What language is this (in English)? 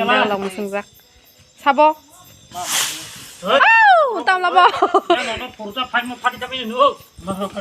Kok Borok